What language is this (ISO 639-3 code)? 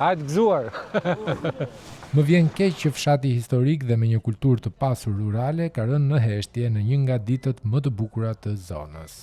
sqi